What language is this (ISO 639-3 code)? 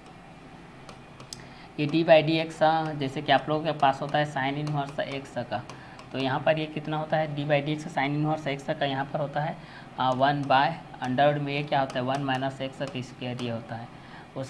hin